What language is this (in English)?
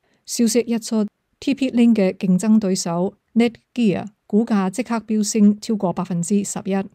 Cantonese